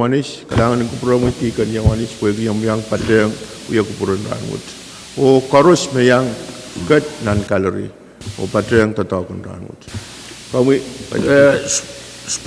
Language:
Pohnpeian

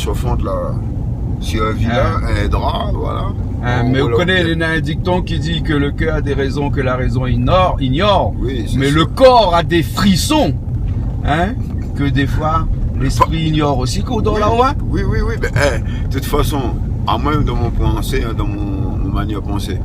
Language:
Réunion Creole French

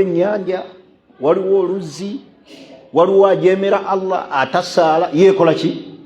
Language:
Ganda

